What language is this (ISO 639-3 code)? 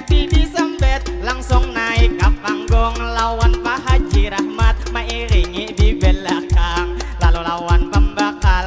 bjn